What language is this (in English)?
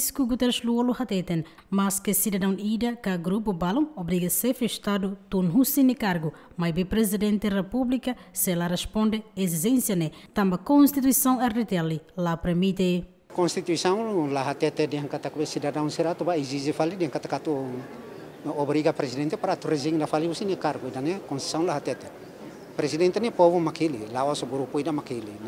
Tetum